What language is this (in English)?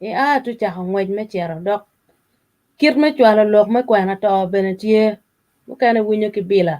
Acoli